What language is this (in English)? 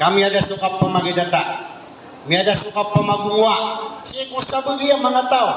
Maranao